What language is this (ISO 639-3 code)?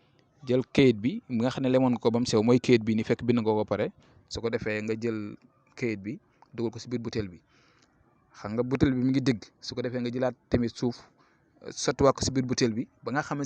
wol